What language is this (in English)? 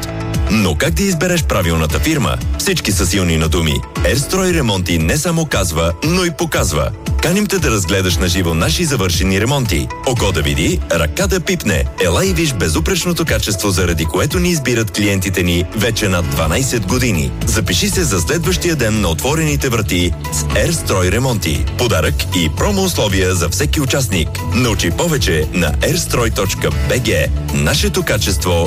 Bulgarian